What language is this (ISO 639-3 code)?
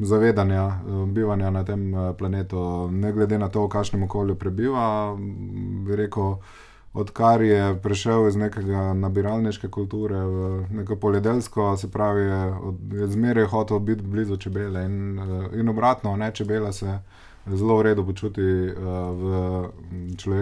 slv